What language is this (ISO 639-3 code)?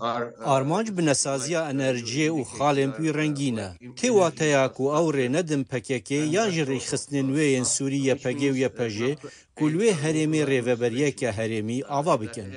kur